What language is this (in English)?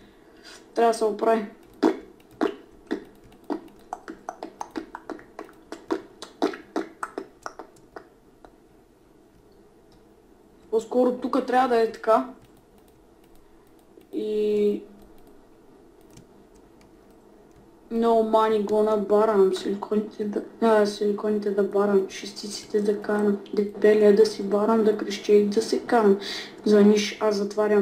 Bulgarian